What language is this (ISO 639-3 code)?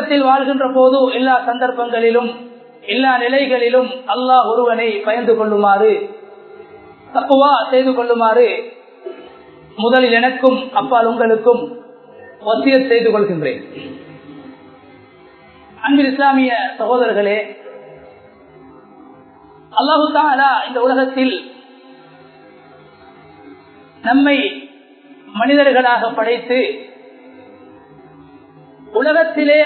tam